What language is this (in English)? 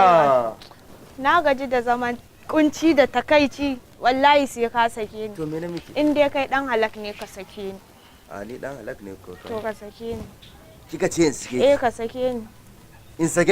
Hausa